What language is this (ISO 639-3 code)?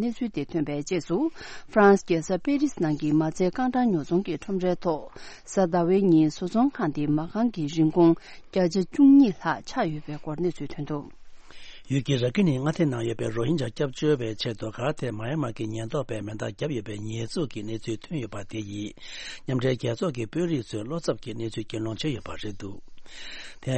bod